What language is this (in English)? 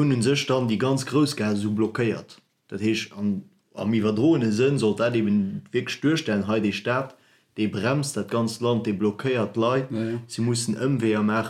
Luxembourgish